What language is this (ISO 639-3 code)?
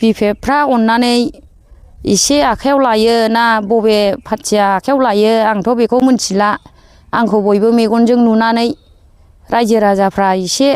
brx